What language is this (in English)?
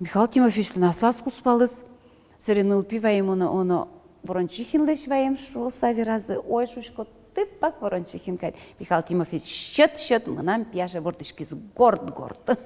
Udmurt